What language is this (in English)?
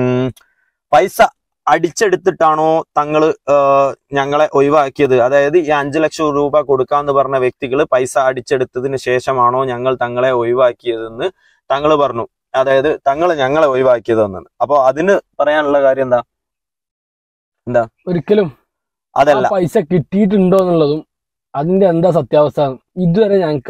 Malayalam